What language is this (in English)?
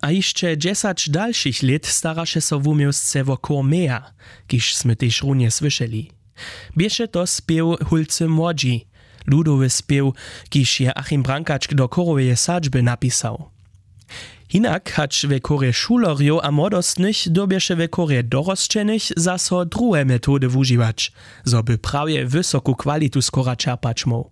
Upper Sorbian